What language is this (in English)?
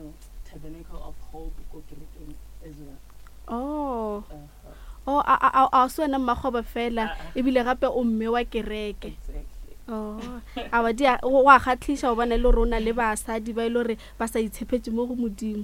Northern Sotho